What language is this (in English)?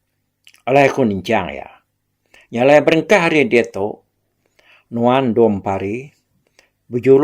Iban